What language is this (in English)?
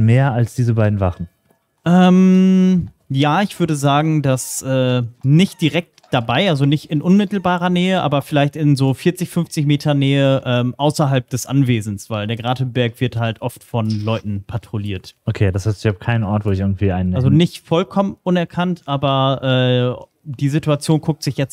German